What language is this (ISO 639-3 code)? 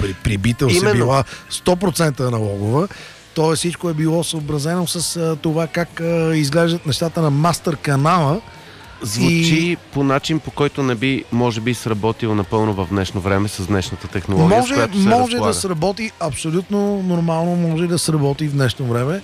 bul